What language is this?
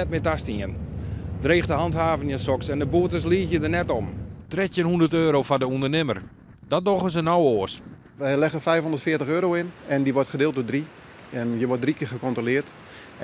Western Frisian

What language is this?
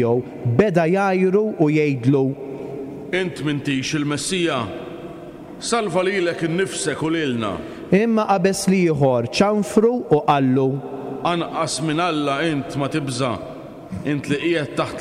Maltese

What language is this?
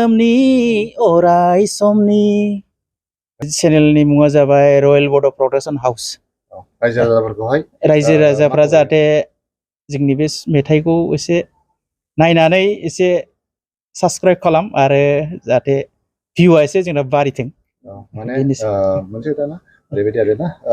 Bodo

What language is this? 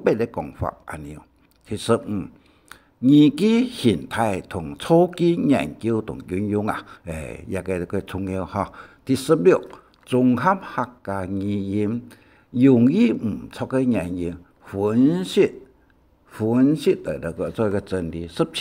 Hakka Chinese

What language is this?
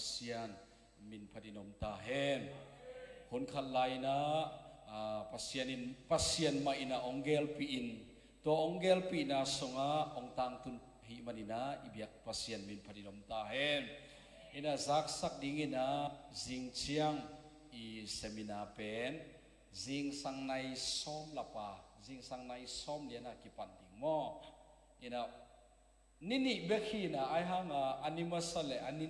Tedim Chin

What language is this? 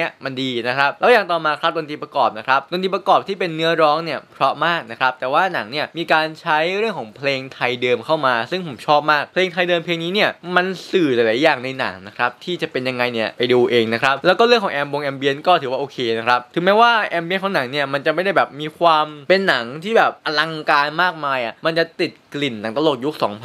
Thai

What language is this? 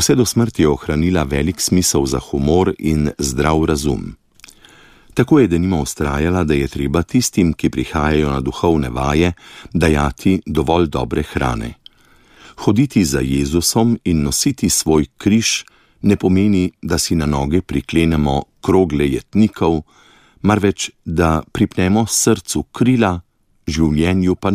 Slovenian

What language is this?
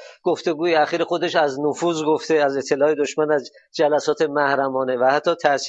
Persian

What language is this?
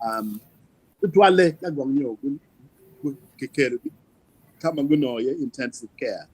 Acoli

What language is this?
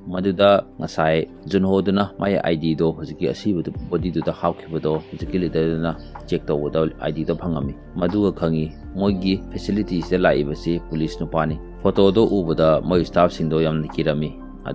Manipuri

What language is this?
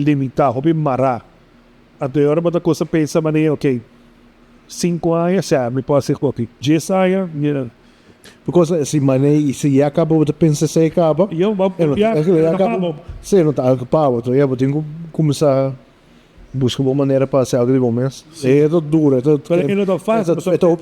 Papiamento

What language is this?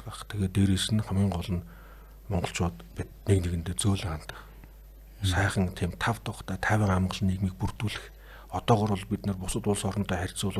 Mongolian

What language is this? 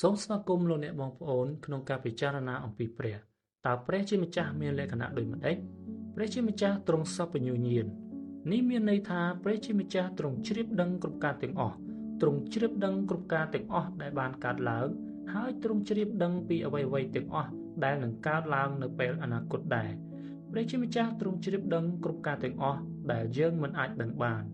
Khmer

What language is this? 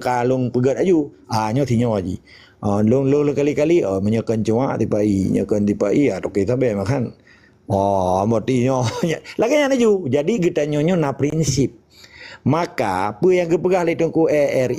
Achinese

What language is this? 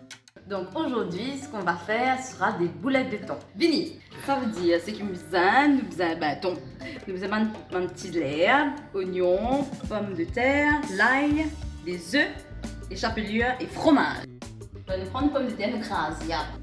Morisyen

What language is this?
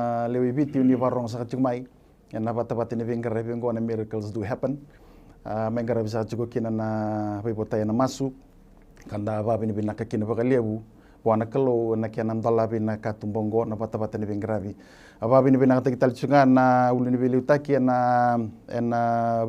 Fijian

